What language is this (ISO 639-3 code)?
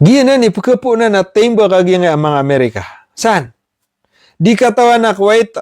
mrw